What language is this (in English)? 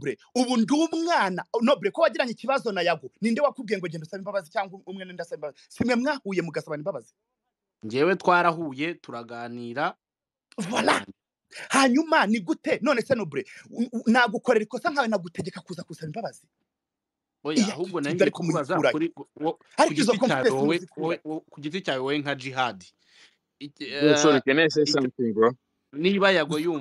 Kinyarwanda